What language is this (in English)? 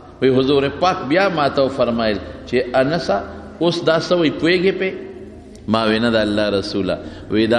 Pashto